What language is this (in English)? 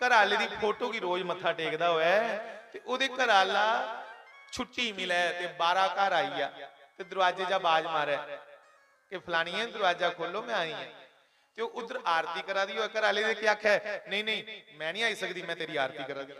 Dogri